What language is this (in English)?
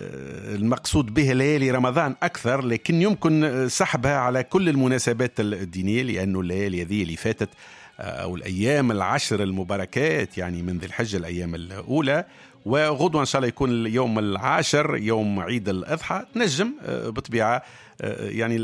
Tunisian Arabic